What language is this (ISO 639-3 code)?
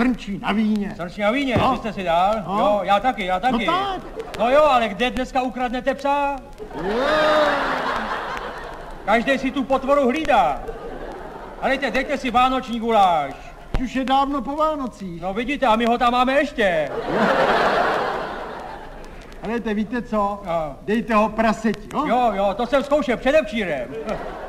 ces